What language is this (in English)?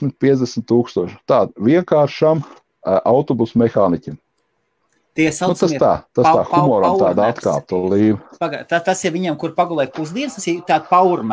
Latvian